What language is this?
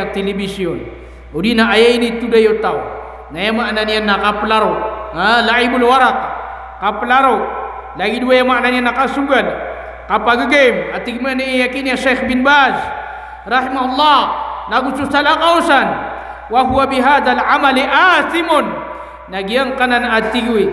Maranao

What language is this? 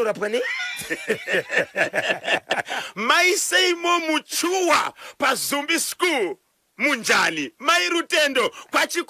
Shona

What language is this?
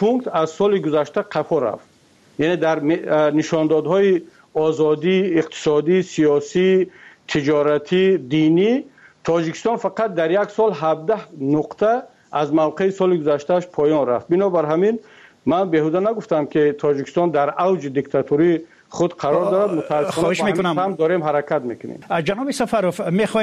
Persian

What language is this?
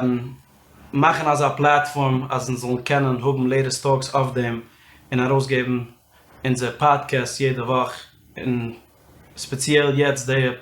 Yiddish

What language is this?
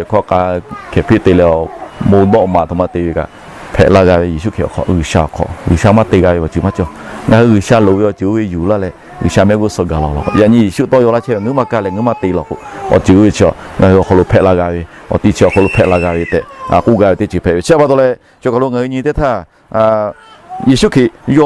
Lahu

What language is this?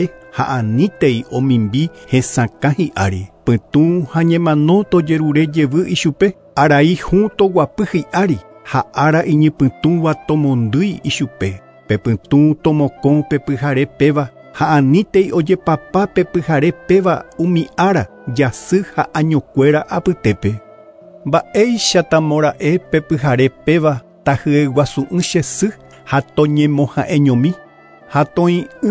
Guarani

